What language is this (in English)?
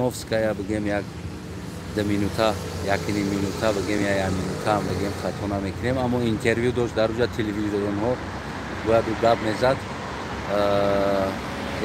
Tajik